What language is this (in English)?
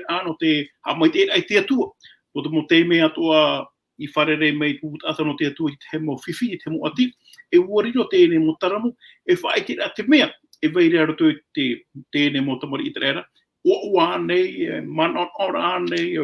Tahitian